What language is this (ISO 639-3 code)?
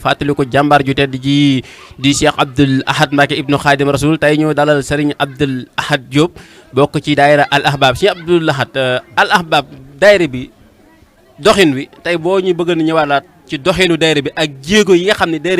wol